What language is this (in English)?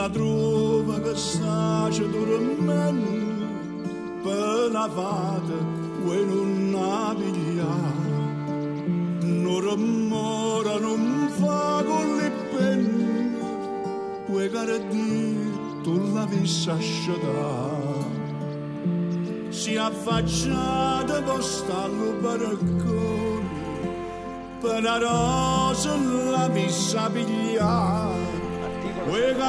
Italian